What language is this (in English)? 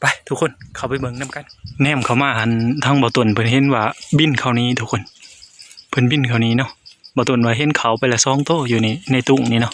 Lao